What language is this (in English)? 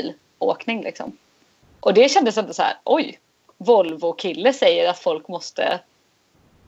Swedish